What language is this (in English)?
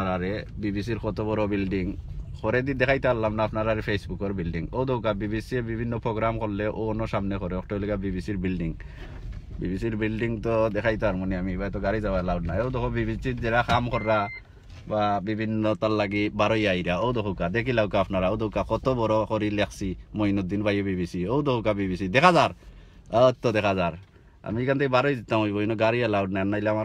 Sylheti